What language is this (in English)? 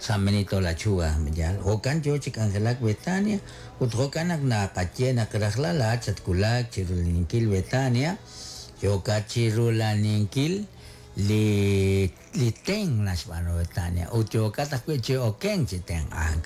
Kekchí